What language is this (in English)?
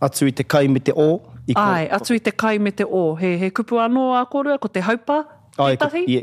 Māori